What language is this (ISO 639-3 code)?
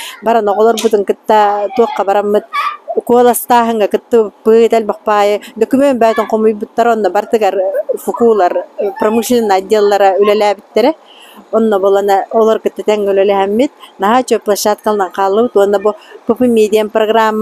sah